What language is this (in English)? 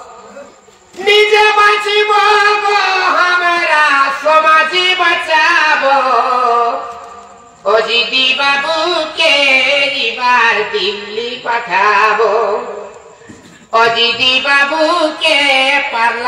Bangla